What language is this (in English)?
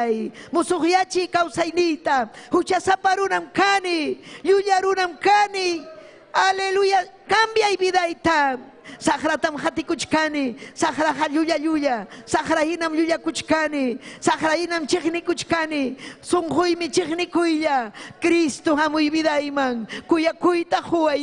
Ayacucho Quechua